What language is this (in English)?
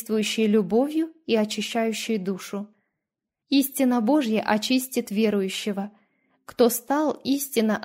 Russian